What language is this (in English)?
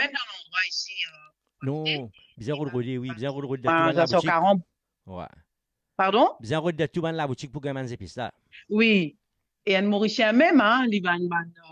Morisyen